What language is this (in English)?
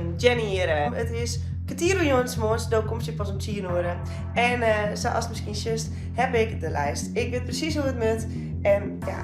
Western Frisian